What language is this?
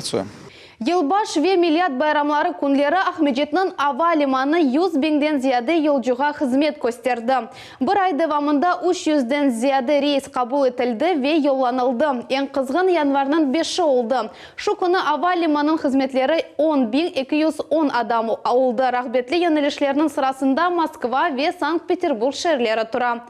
Crimean Tatar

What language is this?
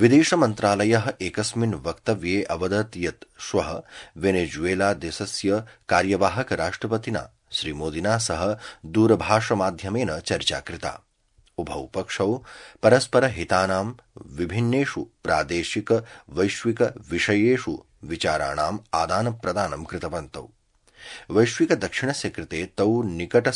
Sanskrit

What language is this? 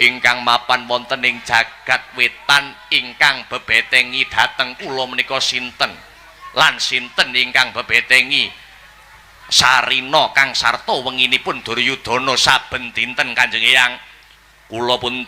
Javanese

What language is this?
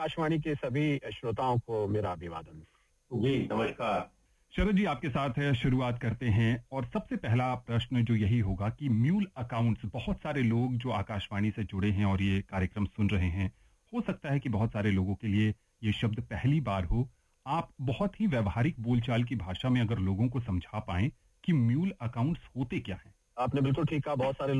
Hindi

